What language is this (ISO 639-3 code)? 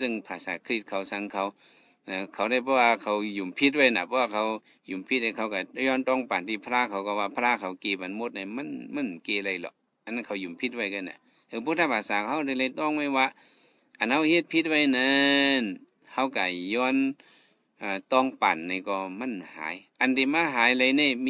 shn